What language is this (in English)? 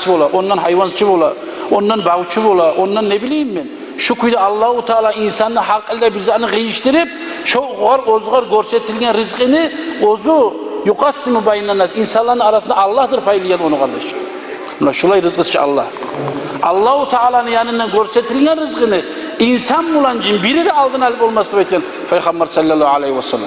Kumyk